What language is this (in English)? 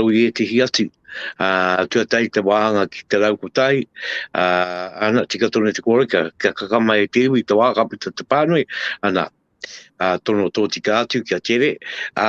Māori